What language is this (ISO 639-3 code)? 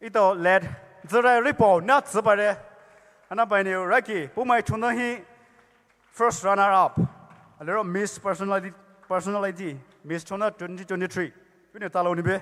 pmx